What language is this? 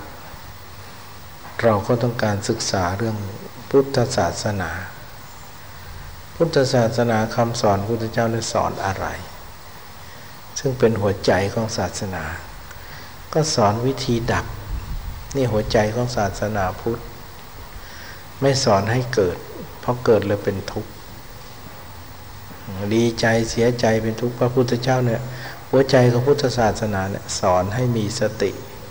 Thai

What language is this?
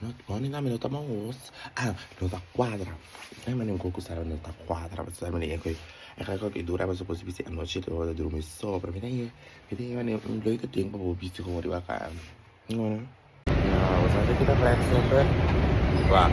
Papiamento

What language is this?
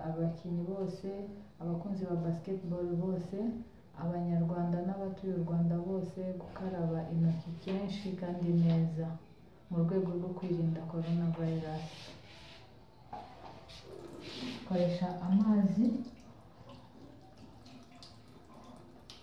Kinyarwanda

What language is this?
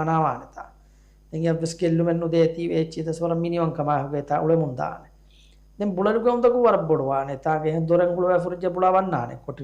Divehi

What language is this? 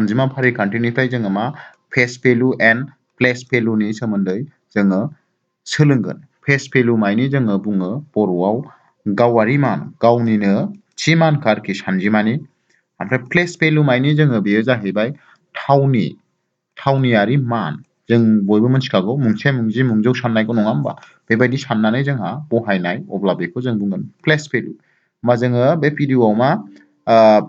Bodo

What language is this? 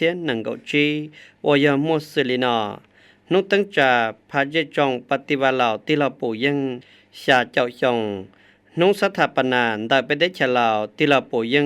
Hmong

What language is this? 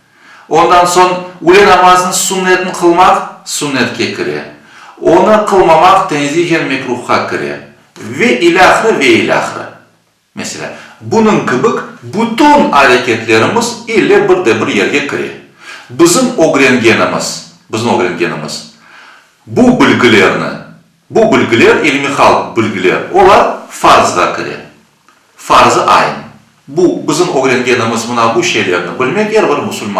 Crimean Tatar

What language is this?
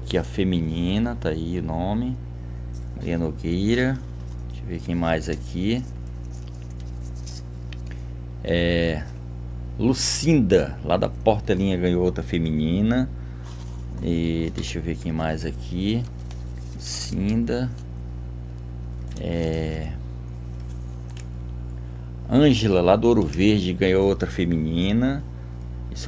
Portuguese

